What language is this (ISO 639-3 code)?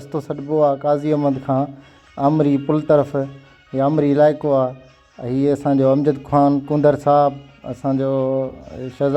snd